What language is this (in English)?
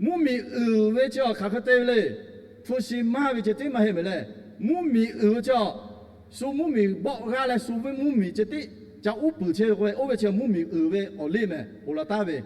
Lahu